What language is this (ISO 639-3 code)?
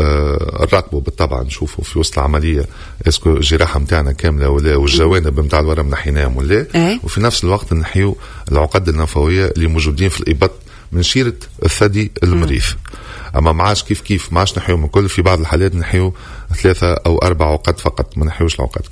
aeb